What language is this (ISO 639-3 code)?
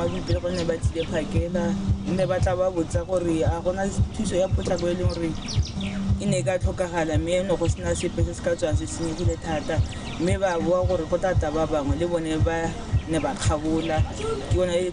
tsn